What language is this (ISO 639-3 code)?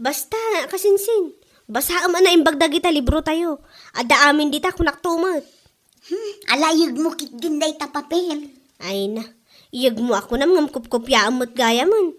ilo